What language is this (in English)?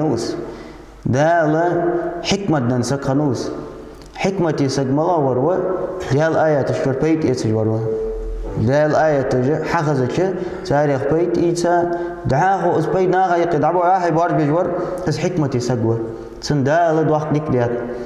Ingush